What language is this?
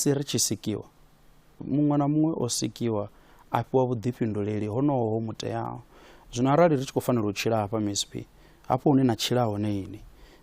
Venda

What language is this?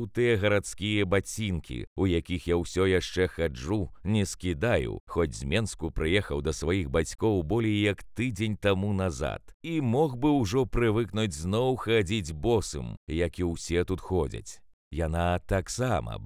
Belarusian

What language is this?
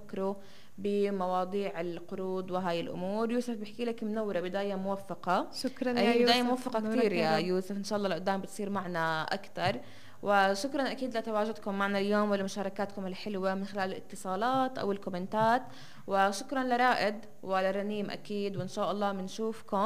North Levantine Arabic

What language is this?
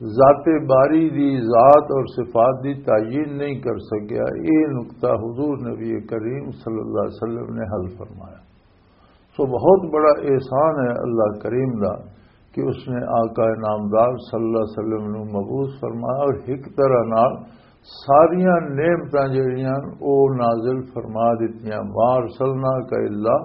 Western Panjabi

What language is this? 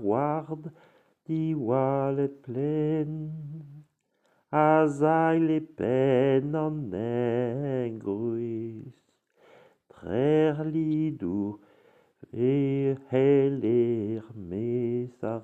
Breton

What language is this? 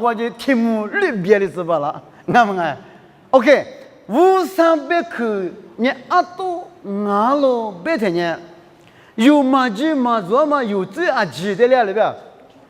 Lisu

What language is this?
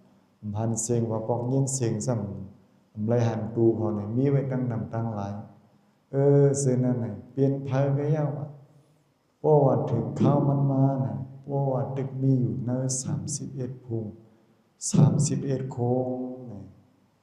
Shan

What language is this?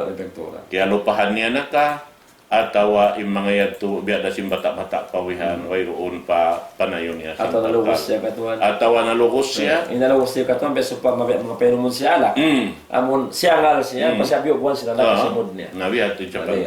Tausug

